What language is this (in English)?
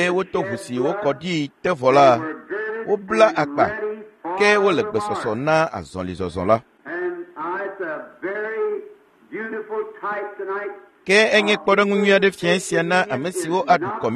Ewe